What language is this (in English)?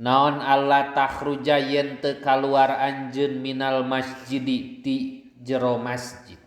Sundanese